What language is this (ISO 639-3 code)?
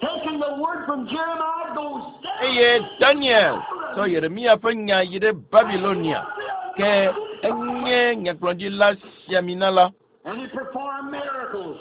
ewe